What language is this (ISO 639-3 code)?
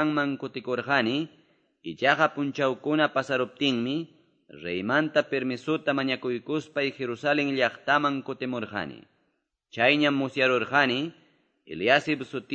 que